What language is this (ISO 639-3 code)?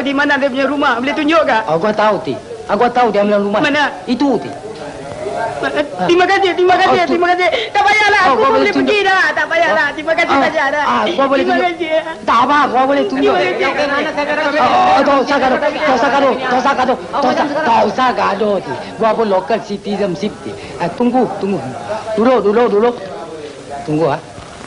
msa